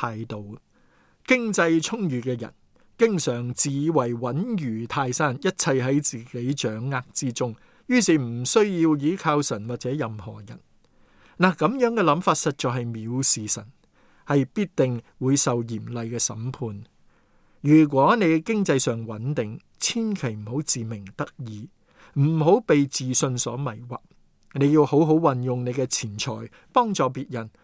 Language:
Cantonese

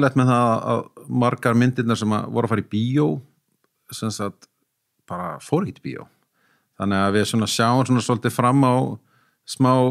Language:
Icelandic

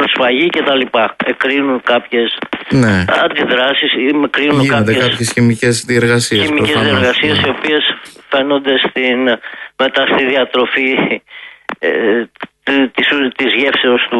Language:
Greek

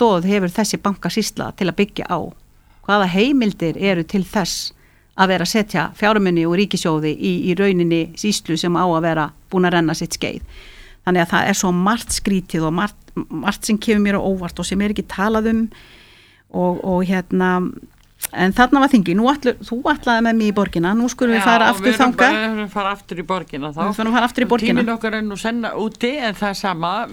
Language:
Icelandic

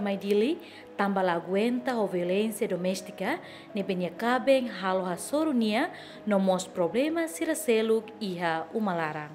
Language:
Tetum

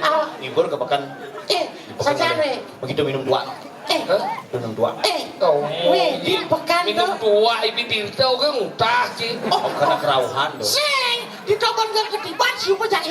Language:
Balinese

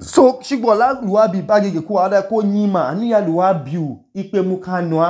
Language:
Idoma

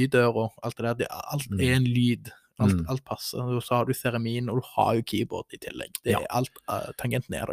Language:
Norwegian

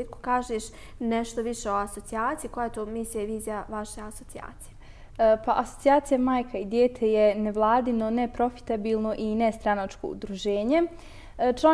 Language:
Bosnian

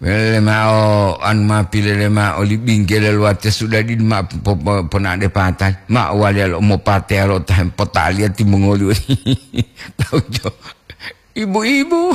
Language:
Gorontalo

